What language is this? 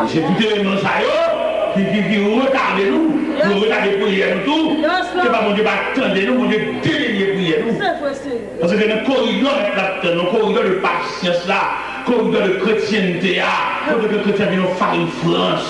Haitian Creole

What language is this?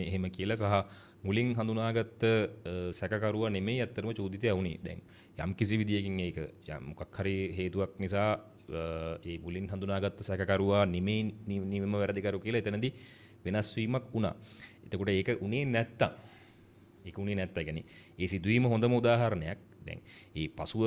Sinhala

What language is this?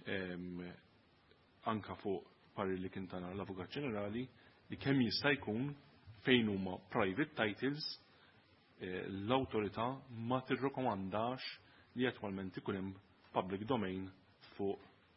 Maltese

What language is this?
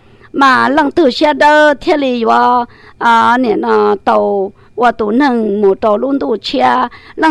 Hmong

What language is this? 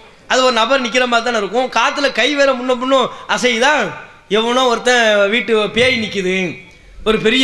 Tamil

